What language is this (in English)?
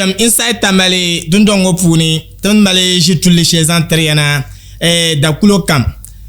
Dagbani